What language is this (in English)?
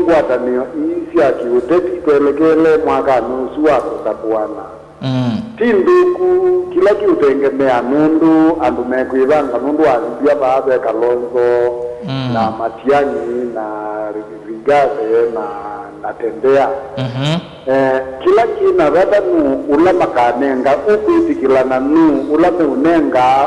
Kamba